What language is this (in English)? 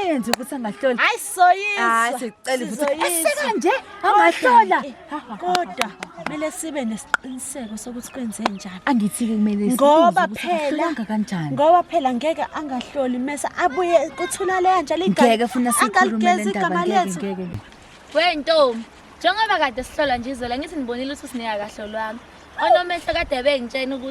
Zulu